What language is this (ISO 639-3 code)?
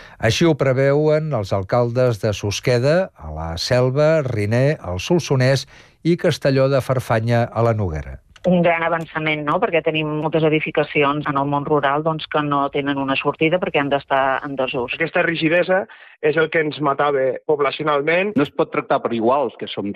cat